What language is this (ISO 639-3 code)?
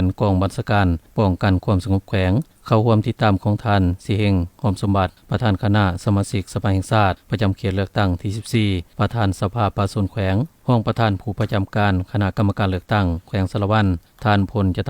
lao